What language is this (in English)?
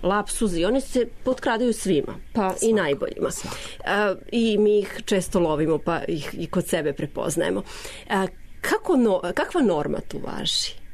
Serbian